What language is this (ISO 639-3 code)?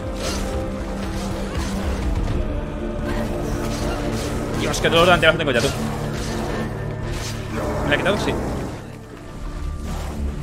spa